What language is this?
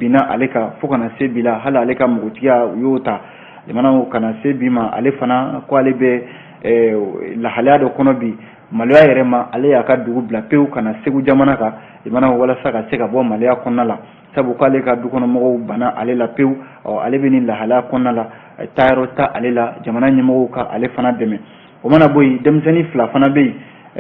Bambara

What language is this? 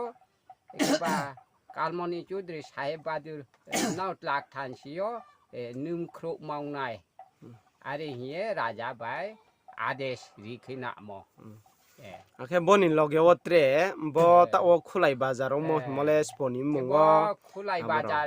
Riang (India)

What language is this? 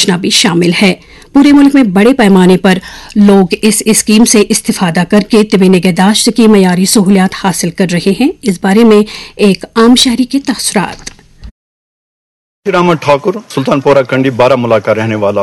Urdu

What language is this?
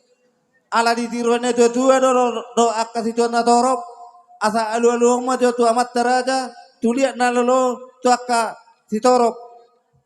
Batak Toba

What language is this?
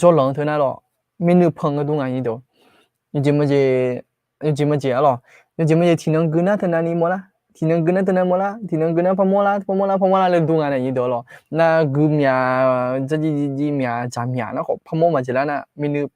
Akha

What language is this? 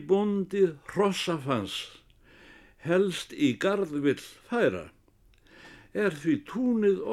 Icelandic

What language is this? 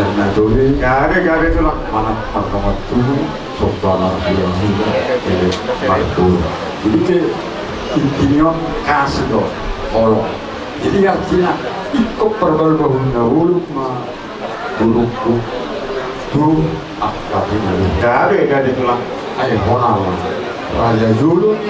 Batak Toba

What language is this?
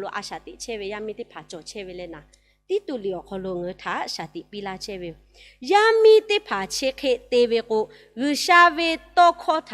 Lahu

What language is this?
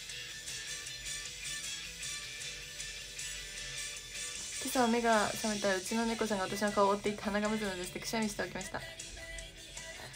Japanese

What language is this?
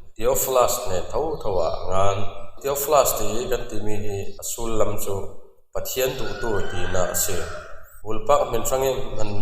Falam Chin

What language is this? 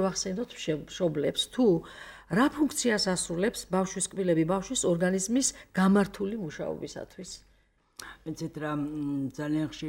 Georgian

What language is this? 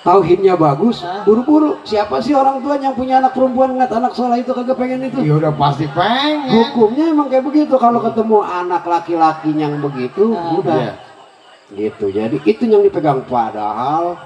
Betawi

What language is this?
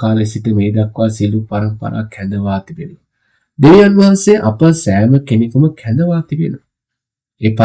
Sinhala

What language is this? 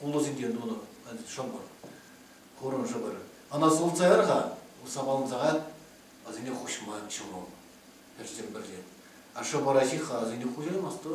Chuvash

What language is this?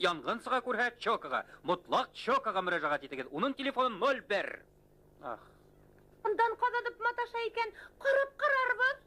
Bashkir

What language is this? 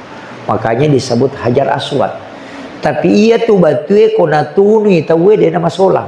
Buginese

